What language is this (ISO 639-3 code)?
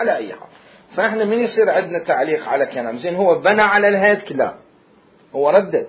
acm